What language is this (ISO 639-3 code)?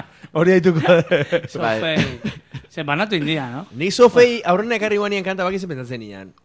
eus